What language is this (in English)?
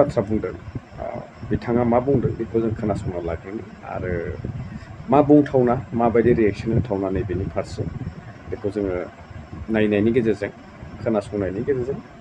Bodo